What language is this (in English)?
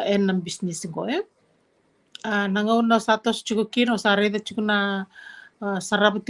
Fijian